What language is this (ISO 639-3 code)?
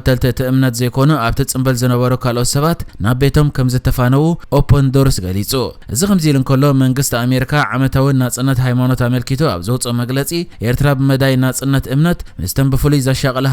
tir